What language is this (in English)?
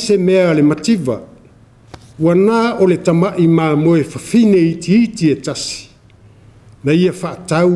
Samoan